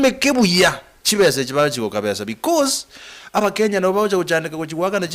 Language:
Gusii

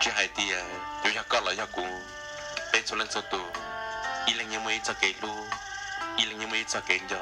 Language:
Hmong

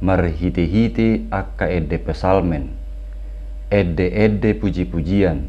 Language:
Batak Toba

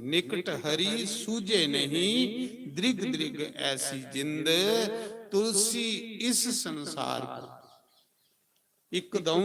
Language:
Dogri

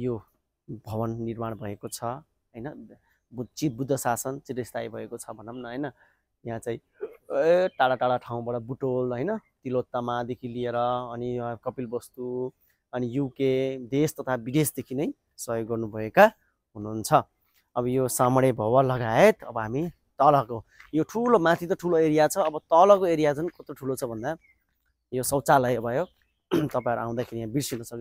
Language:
Nepali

